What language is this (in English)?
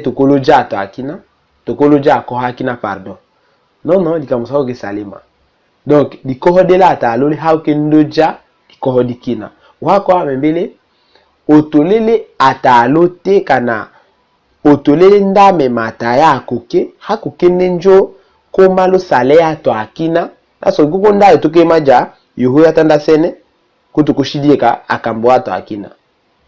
Tetela